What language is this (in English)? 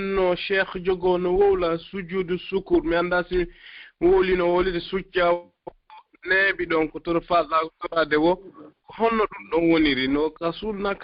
Fula